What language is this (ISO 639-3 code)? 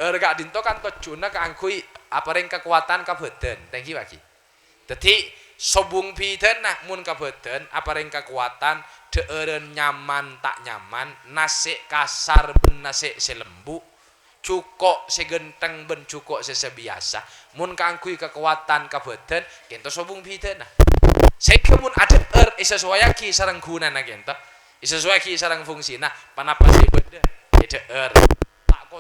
mad